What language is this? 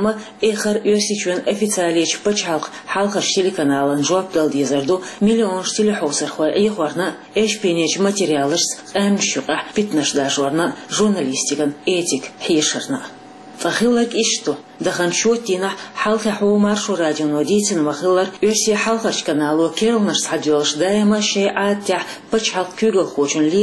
Chechen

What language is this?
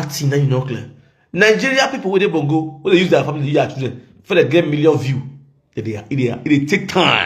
Nigerian Pidgin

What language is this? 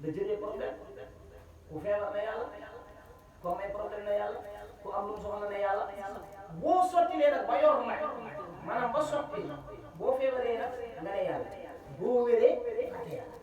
Wolof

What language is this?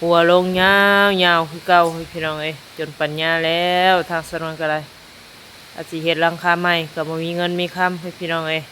Lao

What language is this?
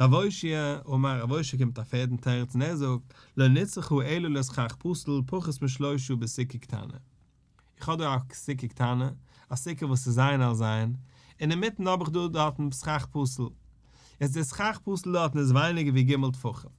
Yiddish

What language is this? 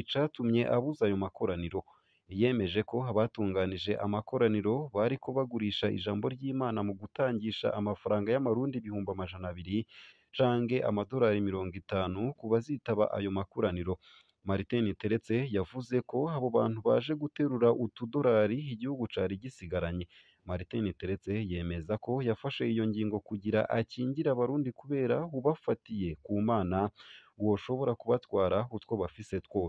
Rundi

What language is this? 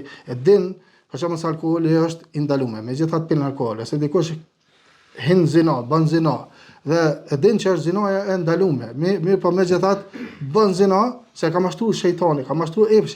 Albanian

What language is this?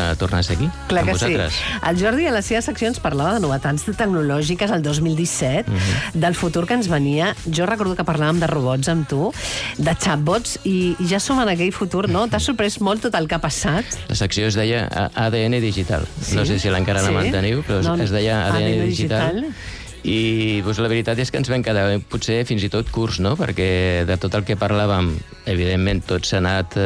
Catalan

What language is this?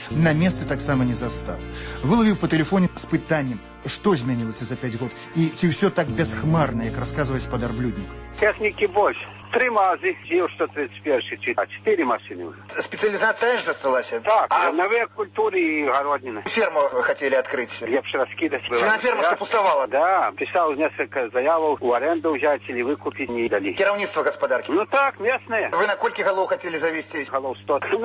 Belarusian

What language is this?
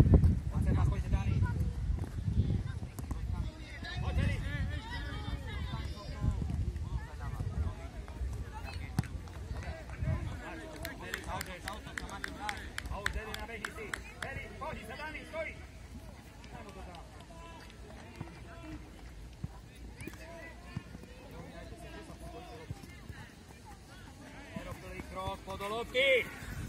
Slovak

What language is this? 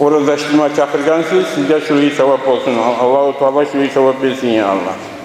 Kumyk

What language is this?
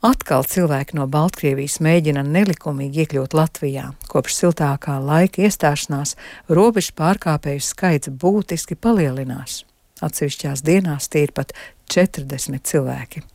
Latvian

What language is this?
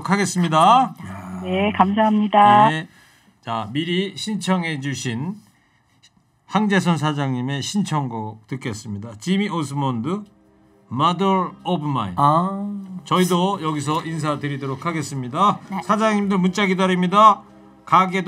Korean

